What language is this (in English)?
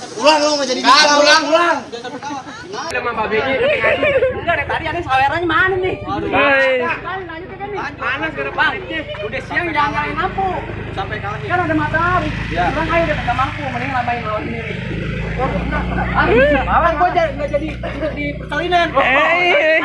Betawi